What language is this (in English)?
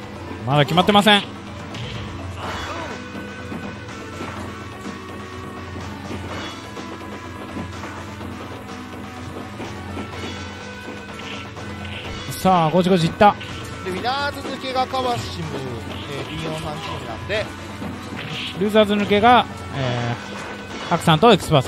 Japanese